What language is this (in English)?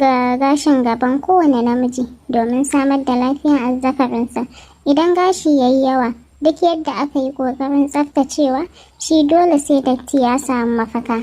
Hausa